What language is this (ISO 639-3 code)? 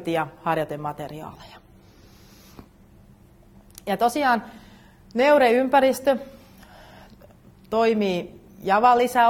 fin